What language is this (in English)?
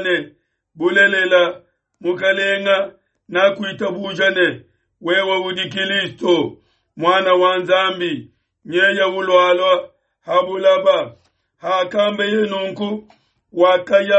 Luba-Lulua